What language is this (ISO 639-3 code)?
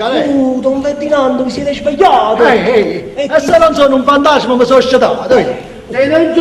nap